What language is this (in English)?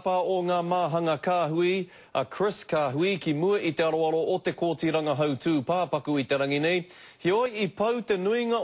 Māori